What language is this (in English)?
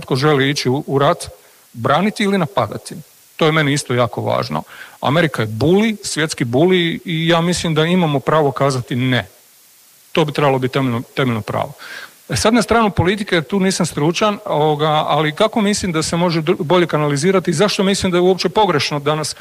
Croatian